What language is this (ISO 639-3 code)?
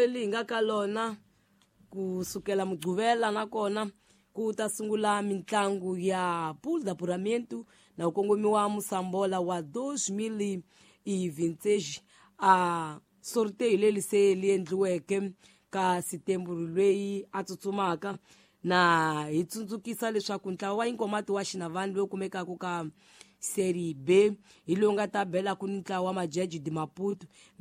tso